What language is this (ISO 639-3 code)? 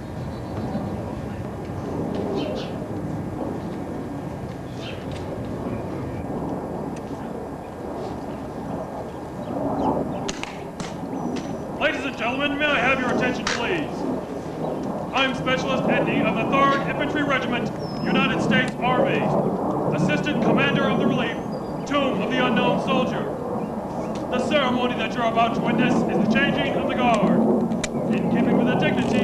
eng